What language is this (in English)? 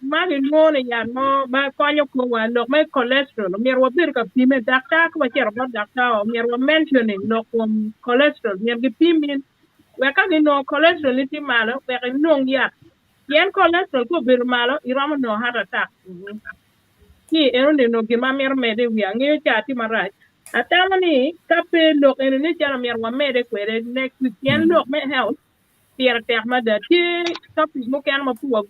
Acoli